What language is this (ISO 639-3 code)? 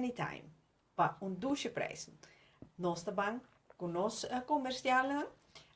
pap